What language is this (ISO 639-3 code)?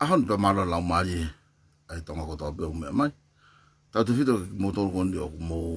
ton